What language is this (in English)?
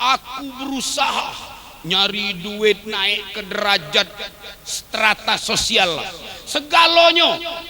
Musi